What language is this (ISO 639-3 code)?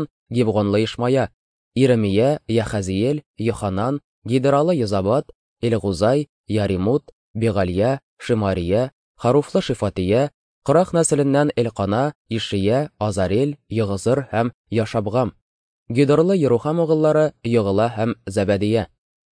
tat